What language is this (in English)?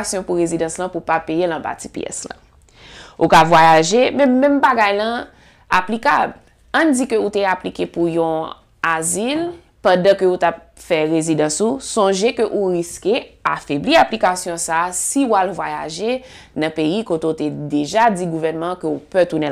Haitian Creole